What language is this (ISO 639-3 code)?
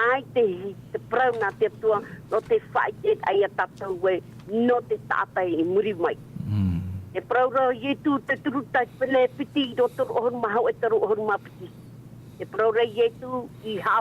tah